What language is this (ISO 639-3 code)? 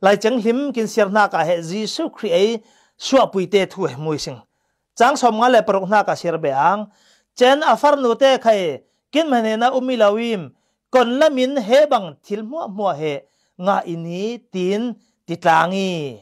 cfm